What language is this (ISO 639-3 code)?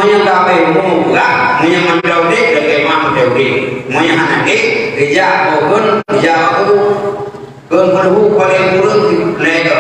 ace